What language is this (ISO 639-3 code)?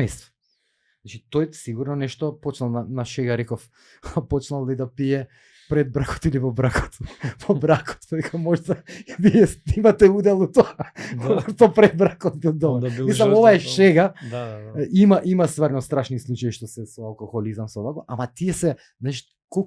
mkd